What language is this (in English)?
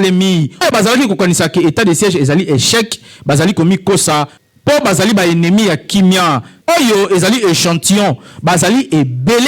Lingala